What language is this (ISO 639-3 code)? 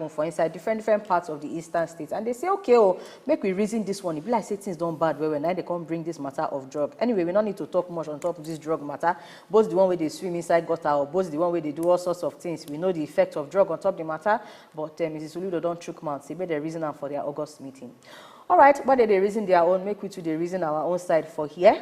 pcm